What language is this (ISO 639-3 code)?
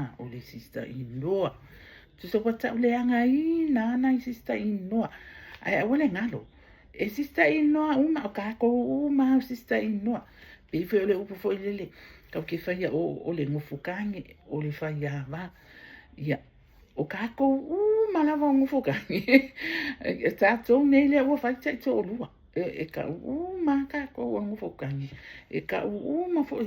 smo